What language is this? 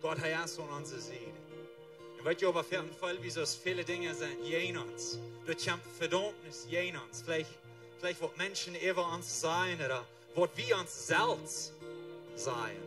Plautdietsch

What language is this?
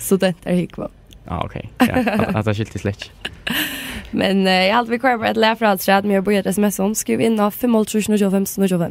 Faroese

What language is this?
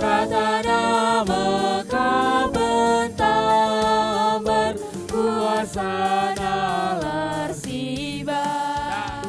Batak Karo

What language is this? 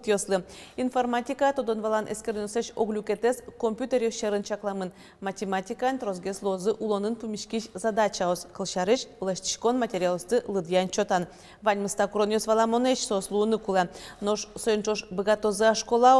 Udmurt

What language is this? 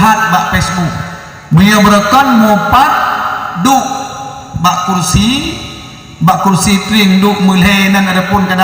Achinese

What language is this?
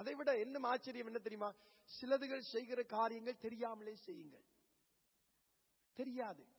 Tamil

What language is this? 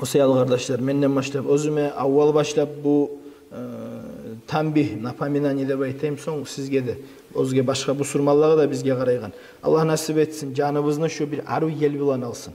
Kumyk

